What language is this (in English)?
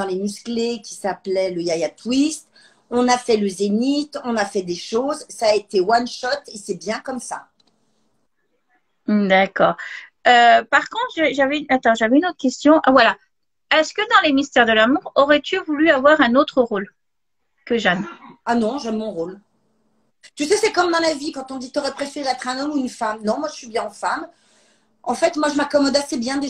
French